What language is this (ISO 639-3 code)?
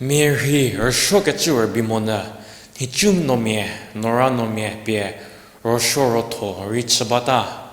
njm